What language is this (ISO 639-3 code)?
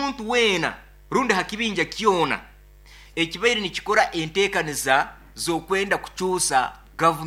nyo